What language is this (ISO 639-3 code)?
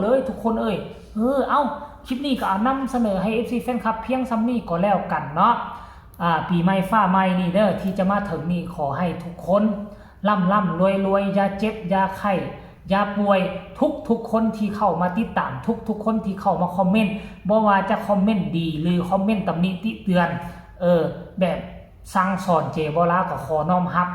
tts